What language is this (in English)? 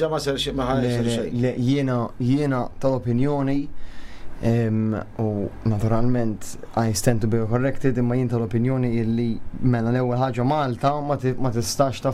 Maltese